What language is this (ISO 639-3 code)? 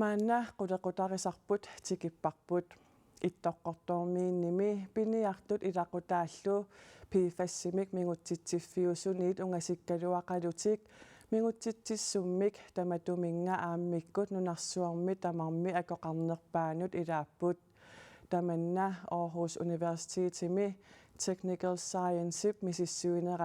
kal